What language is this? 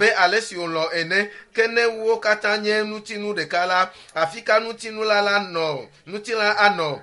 Ewe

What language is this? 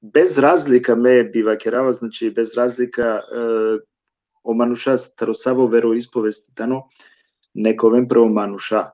Balkan Romani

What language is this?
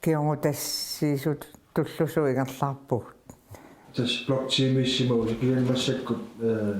Kalaallisut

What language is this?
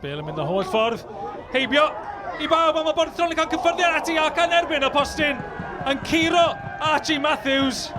Welsh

